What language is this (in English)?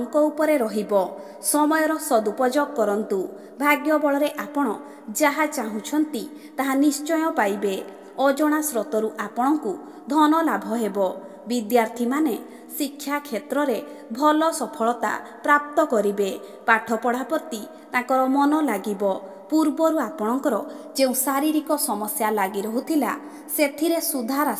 Odia